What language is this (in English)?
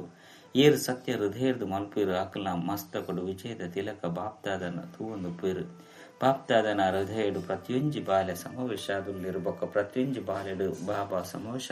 Tulu